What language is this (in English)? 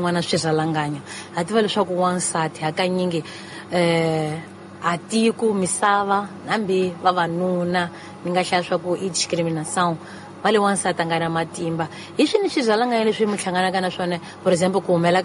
Tsonga